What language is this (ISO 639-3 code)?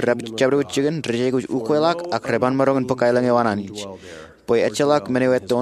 mah